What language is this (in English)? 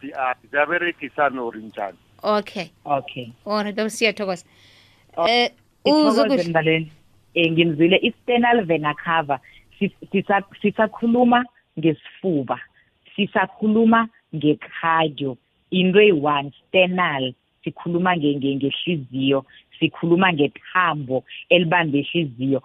South Ndebele